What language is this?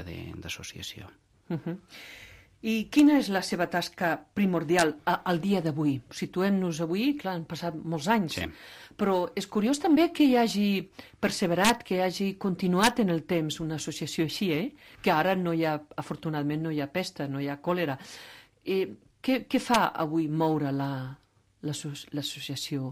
Catalan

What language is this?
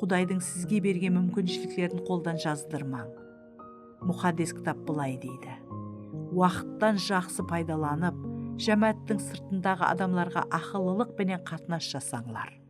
Kara-Kalpak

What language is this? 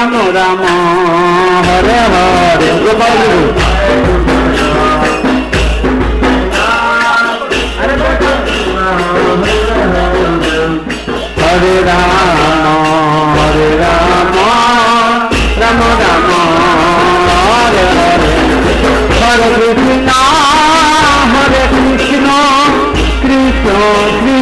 Odia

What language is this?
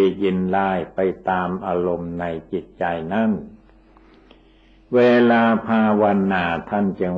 Thai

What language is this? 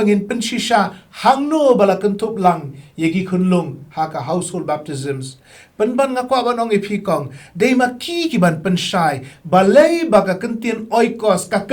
Khasi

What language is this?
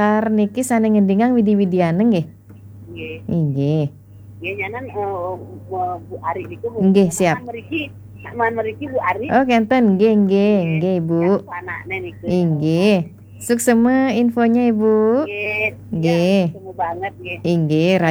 Balinese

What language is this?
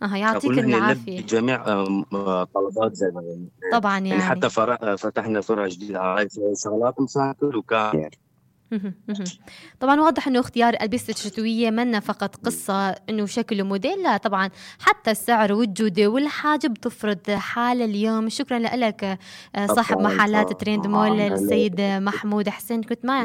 North Levantine Arabic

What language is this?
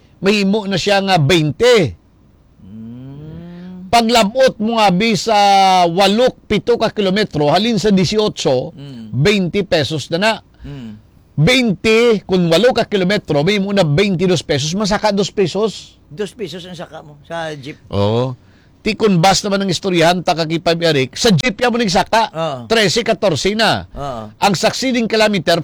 Hiligaynon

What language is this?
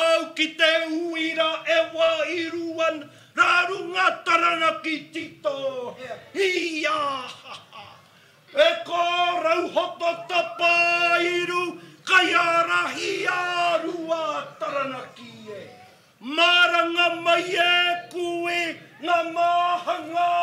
Māori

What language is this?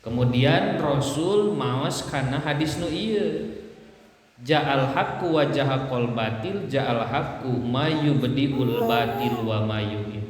Sundanese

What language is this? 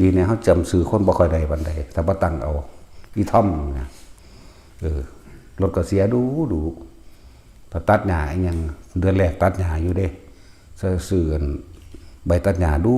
Northeastern Thai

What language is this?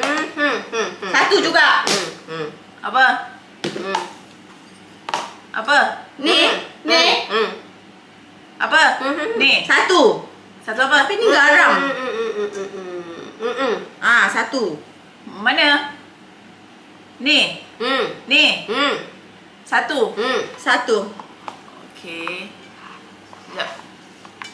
Malay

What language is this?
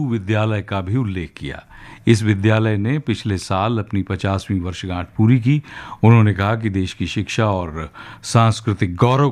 Hindi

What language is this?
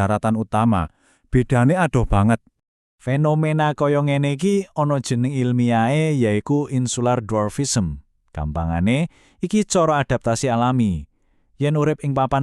Javanese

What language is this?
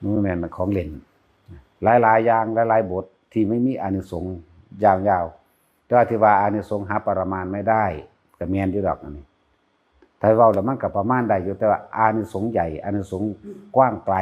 Northeastern Thai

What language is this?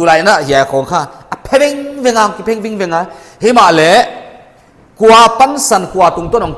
Paite Chin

